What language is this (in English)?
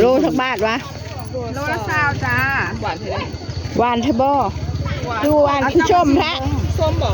Northeastern Thai